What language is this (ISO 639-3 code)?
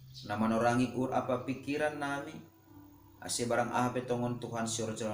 bts